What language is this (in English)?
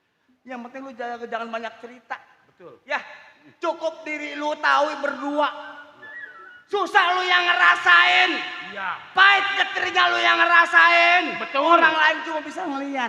Betawi